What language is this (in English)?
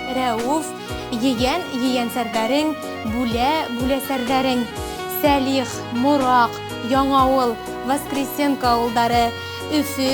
Bashkir